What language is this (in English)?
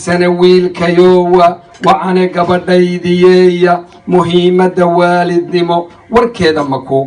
Somali